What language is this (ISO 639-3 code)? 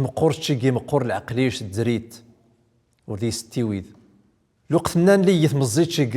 tzm